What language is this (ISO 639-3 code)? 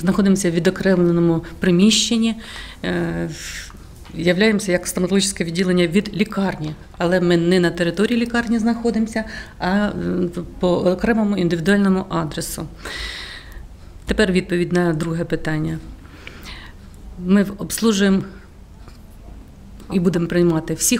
ukr